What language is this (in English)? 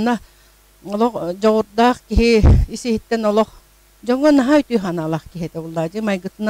Yakut